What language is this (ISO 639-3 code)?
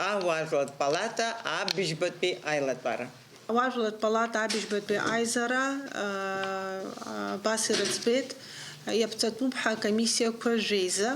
abk